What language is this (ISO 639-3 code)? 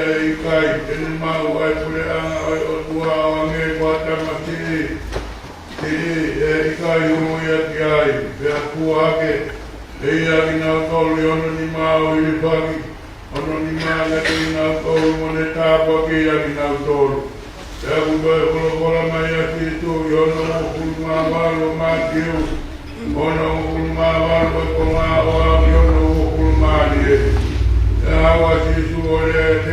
ton